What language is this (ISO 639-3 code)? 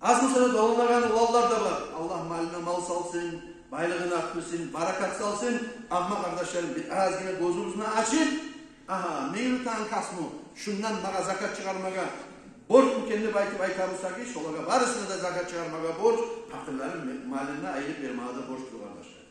kum